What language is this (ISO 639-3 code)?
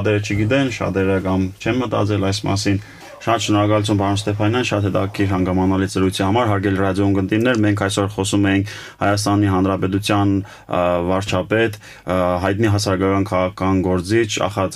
hye